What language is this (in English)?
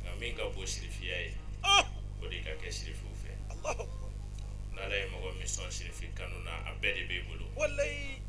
Bambara